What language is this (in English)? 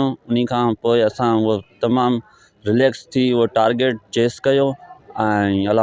Sindhi